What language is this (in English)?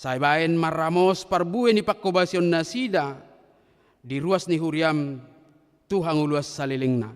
Batak Toba